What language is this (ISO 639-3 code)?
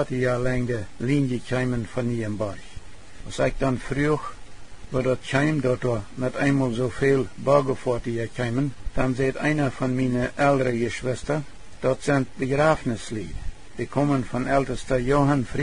pdt